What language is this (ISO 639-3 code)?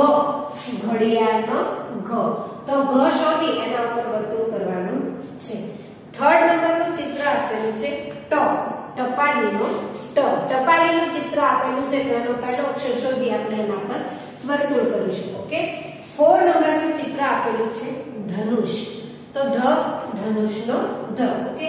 guj